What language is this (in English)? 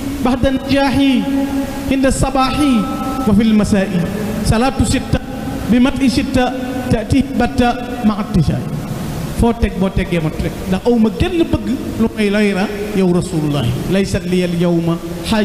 Wolof